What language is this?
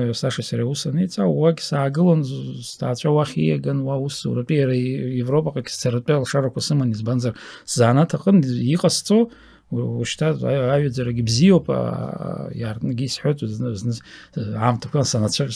Abkhazian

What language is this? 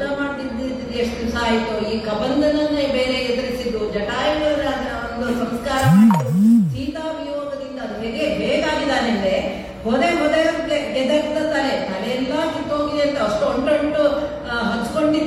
Kannada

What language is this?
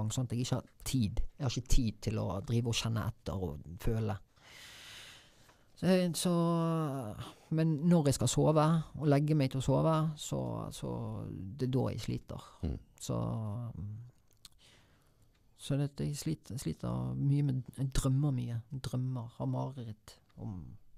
Norwegian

